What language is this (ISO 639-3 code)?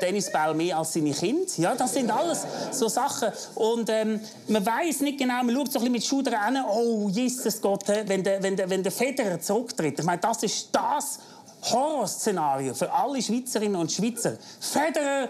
gsw